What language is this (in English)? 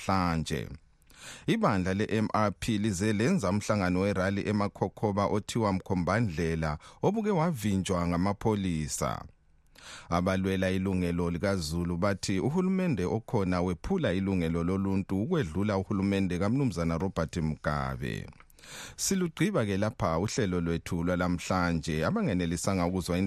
North Ndebele